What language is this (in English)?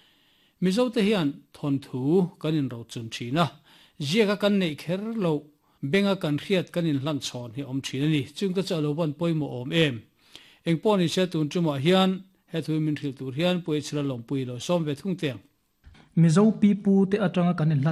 Mizo